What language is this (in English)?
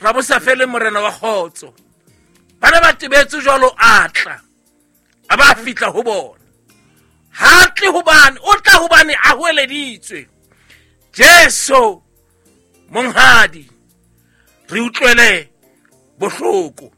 Southern Sotho